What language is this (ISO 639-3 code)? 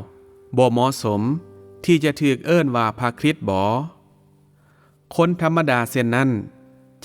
lao